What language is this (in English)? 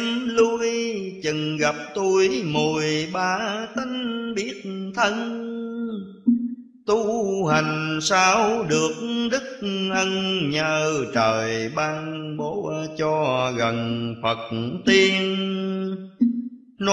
Vietnamese